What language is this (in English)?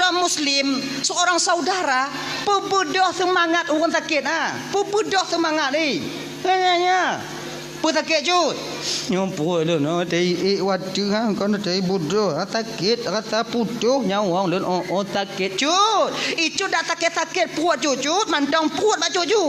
Achinese